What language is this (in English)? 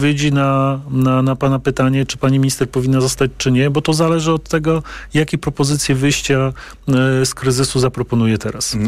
Polish